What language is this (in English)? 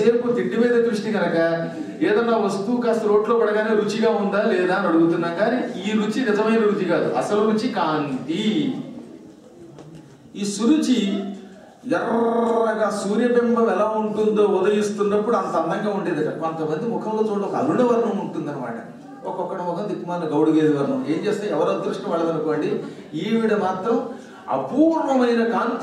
Telugu